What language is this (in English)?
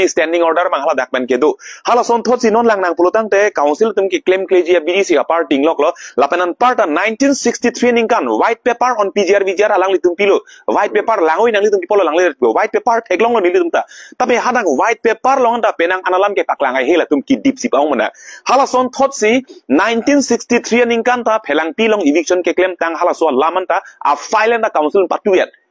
Karbi